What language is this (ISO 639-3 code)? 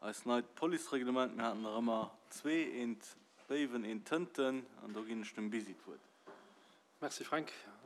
ltz